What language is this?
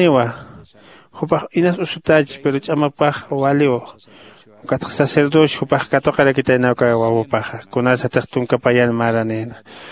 Aymara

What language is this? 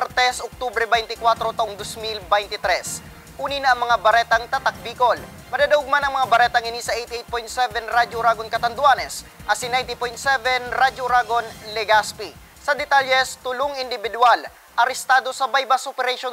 Bikol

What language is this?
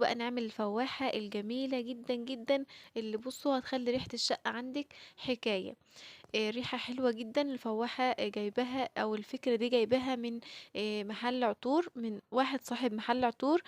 Egyptian Arabic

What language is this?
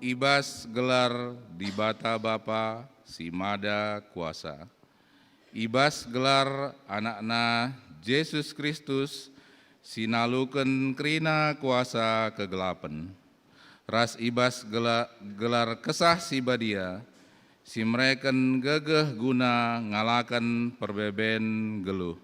Batak Karo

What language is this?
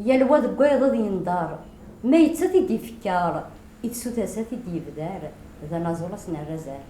Kabyle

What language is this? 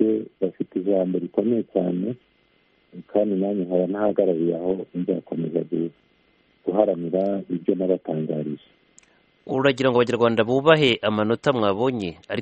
Kinyarwanda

